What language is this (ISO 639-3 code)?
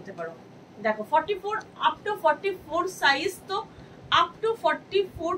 ben